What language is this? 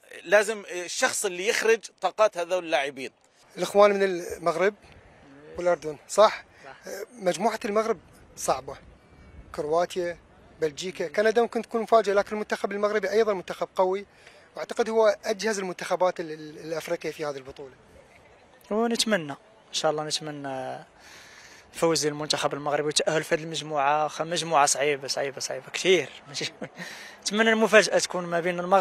Mesopotamian Arabic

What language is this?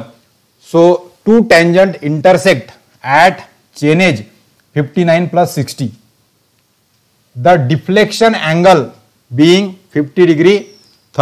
Hindi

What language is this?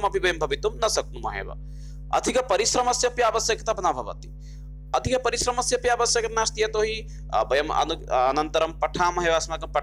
Sanskrit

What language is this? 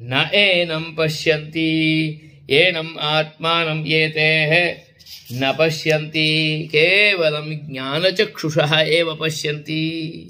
Sanskrit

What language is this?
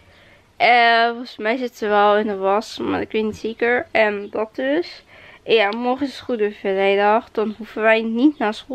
Dutch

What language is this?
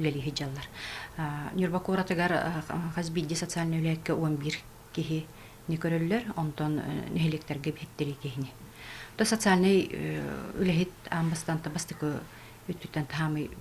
Yakut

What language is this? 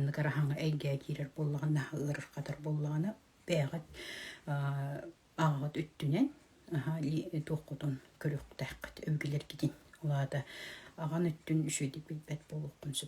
Yakut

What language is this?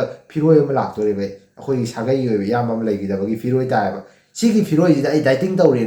Manipuri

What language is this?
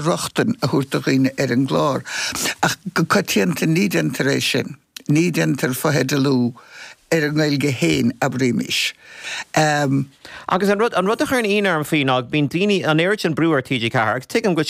Irish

